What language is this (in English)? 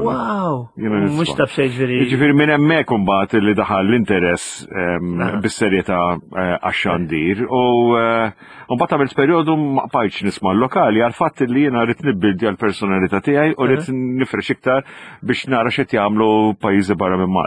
Maltese